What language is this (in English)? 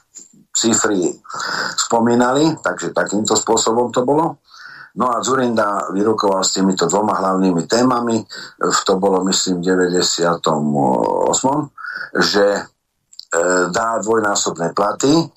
Slovak